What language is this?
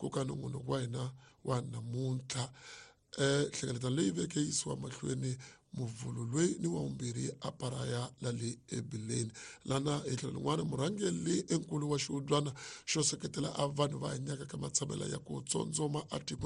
Tsonga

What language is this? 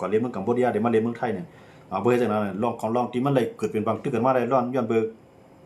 Shan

